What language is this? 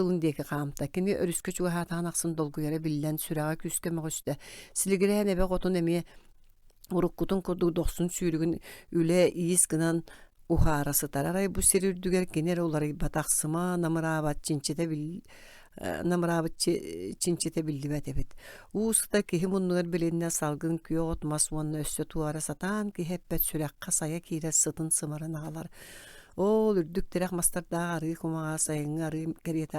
Yakut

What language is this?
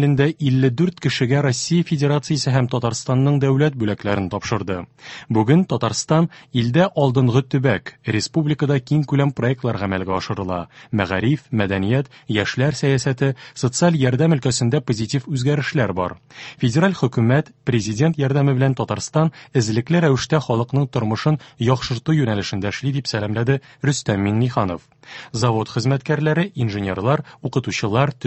Tatar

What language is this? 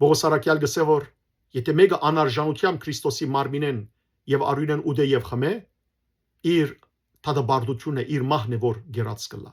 Western Armenian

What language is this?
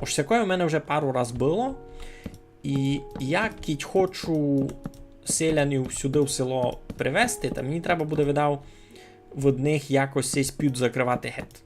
Rusyn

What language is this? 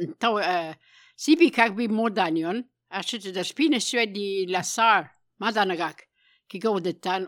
Albanian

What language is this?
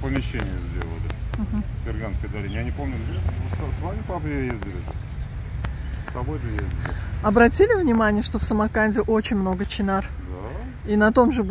Russian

